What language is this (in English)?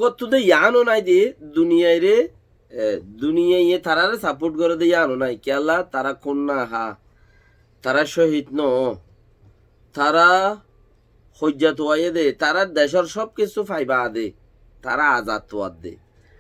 Rohingya